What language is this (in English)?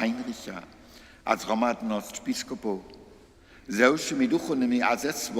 Upper Sorbian